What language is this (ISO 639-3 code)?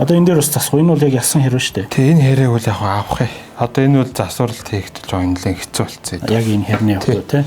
mon